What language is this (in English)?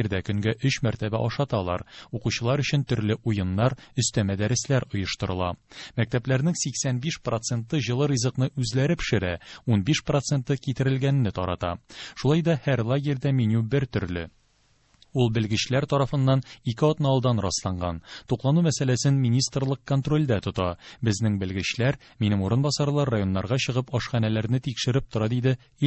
Tatar